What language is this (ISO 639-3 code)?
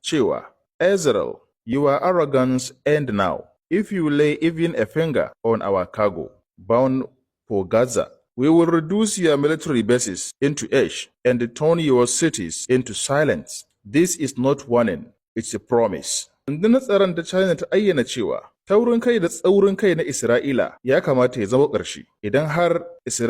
hau